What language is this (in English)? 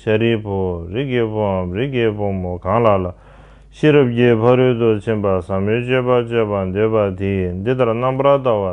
Tibetan